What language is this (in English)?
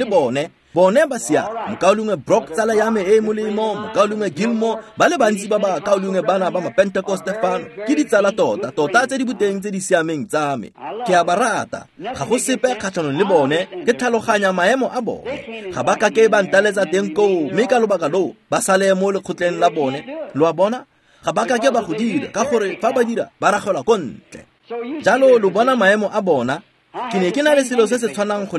Tswana